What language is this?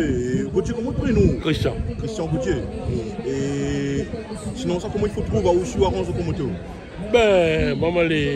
Réunion Creole French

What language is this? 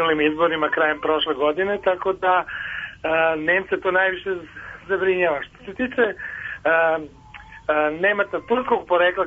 Serbian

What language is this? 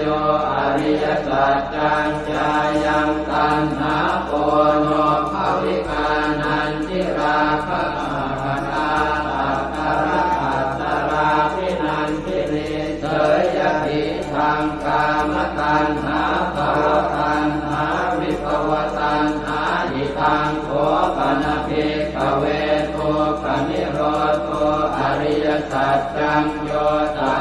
Pali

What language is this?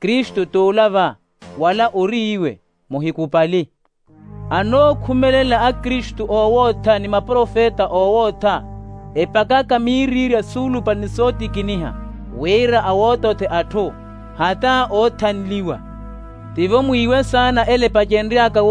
Makhuwa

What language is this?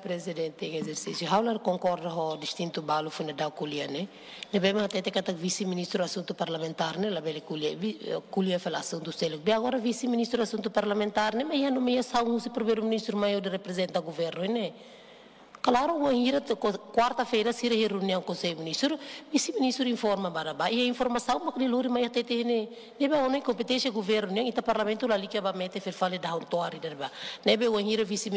Tetum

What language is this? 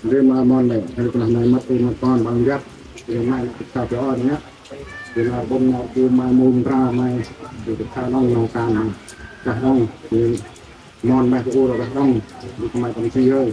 Central Mnong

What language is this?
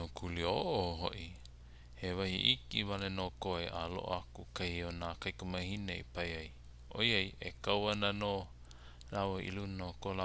Hawaiian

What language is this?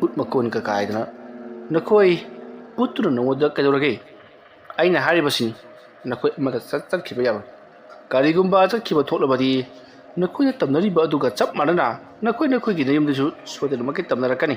Manipuri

